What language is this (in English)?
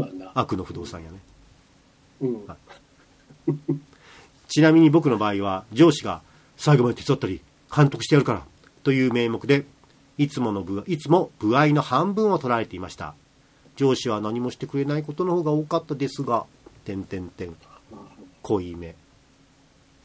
Japanese